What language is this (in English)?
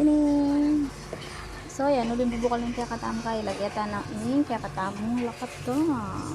Pampanga